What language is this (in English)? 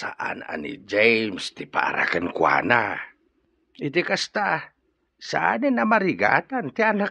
Iloko